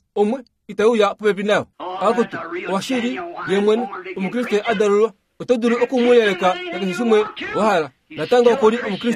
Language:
Kuanyama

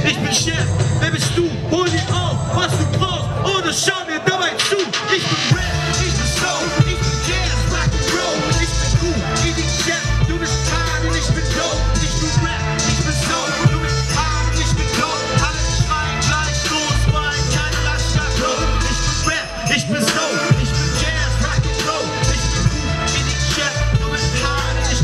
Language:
German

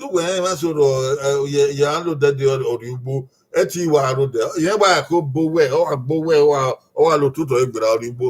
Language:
Bini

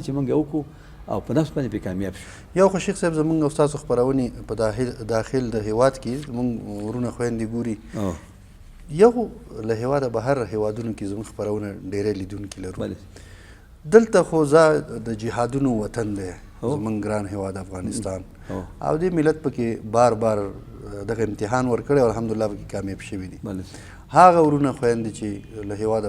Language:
Pashto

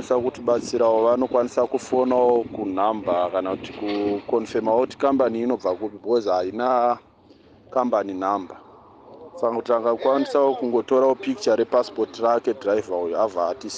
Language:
Shona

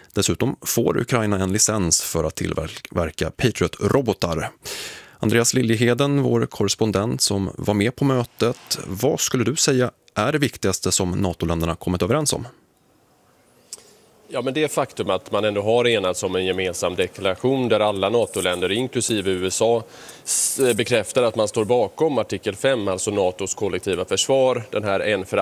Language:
Swedish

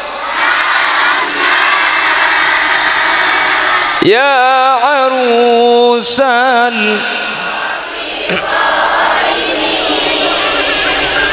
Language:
Madurese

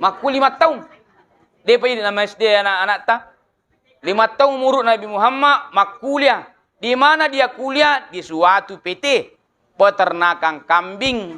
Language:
Buginese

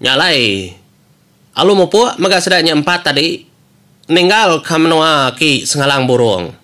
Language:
Iban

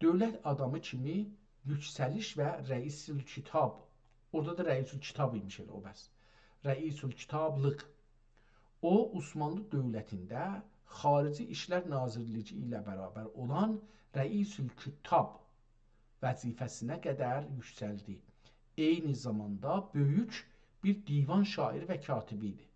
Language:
South Azerbaijani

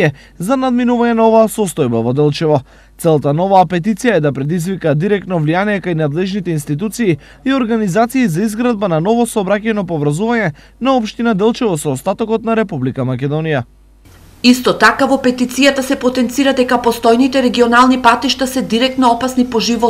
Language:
Macedonian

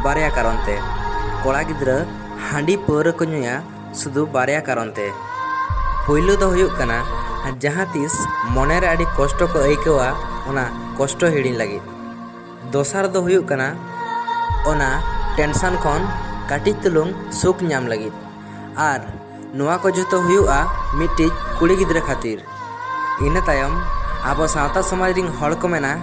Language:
Santali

